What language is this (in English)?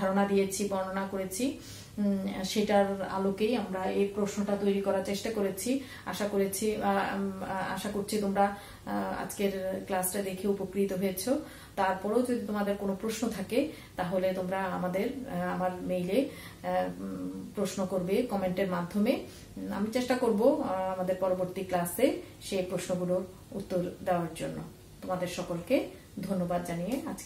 Bangla